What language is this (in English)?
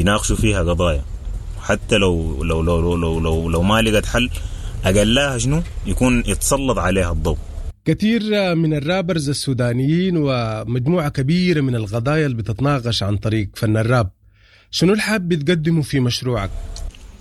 Sudanese Arabic